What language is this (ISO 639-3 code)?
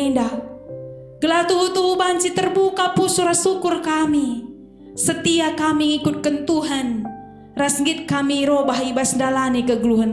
btx